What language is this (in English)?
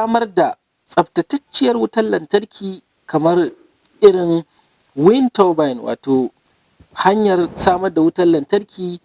Hausa